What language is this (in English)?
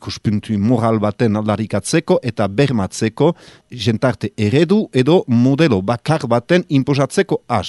Basque